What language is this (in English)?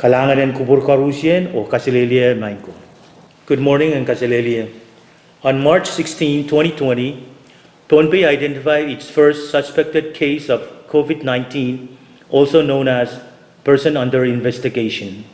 Pohnpeian